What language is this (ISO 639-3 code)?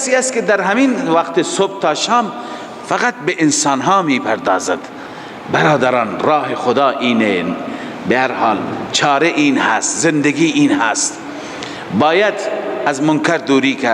fas